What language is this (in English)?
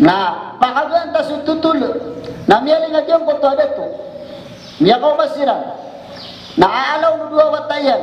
Maranao